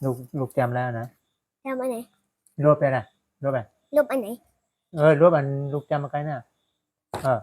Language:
Shan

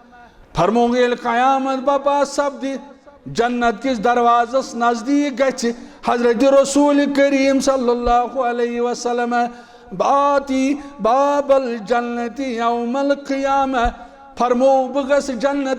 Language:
Kashmiri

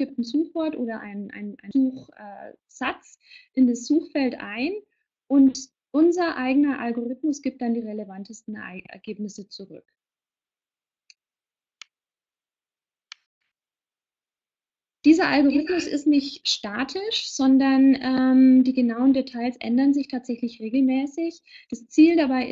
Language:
German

